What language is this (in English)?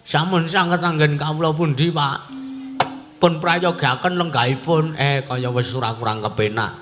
Javanese